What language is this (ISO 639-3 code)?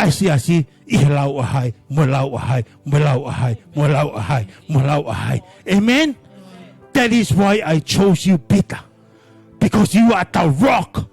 ton